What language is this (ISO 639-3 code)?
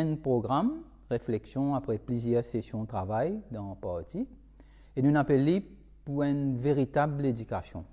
mfe